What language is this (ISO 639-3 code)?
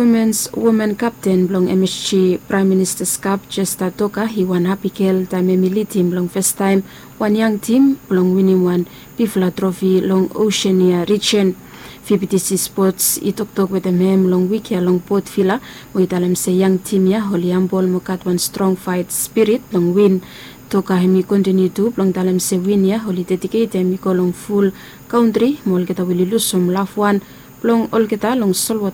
bis